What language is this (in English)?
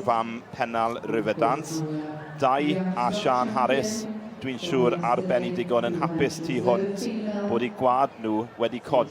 Welsh